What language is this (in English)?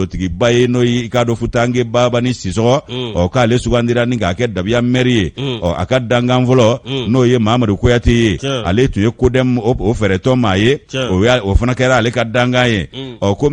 Bambara